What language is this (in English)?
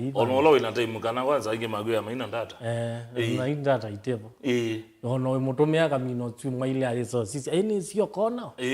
Kamba